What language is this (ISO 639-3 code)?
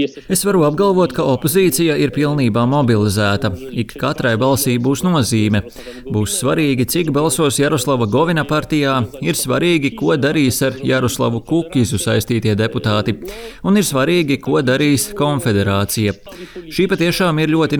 lav